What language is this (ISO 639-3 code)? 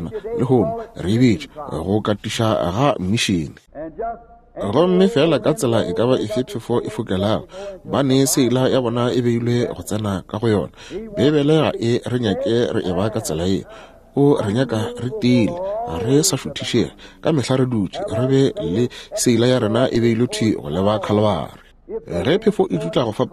nso